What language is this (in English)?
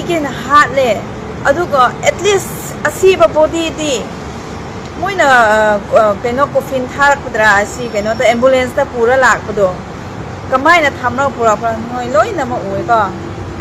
Manipuri